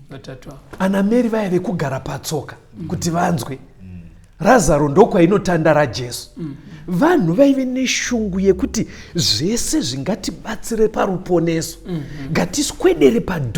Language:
Shona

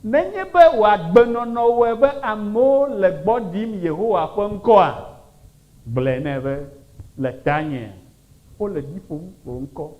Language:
Ewe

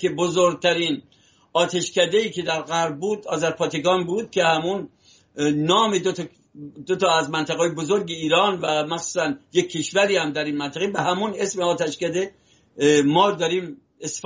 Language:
Persian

